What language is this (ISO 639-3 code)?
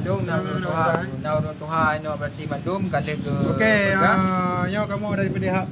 ace